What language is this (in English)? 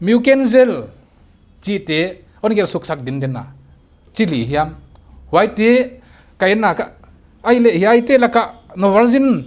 Paite Chin